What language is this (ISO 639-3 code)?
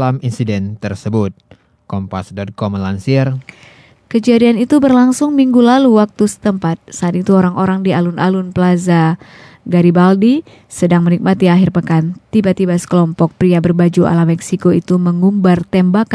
ind